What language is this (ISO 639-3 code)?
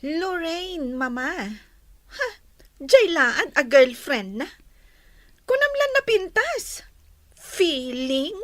ilo